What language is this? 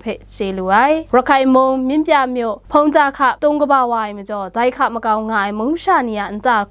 Kachin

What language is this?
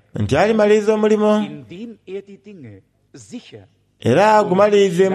Soga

